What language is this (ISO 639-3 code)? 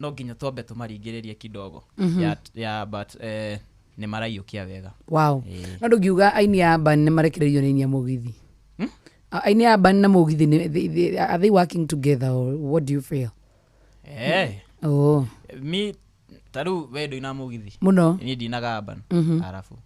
kik